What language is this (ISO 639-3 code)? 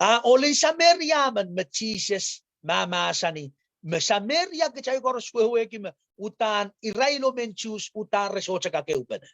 pon